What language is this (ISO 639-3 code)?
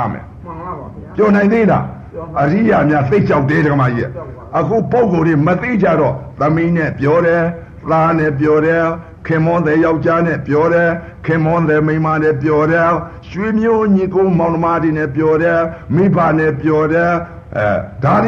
mya